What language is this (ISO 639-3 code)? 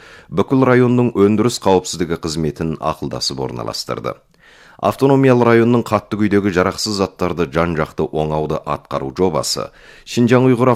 kaz